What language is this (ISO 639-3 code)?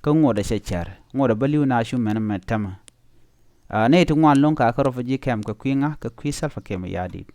nus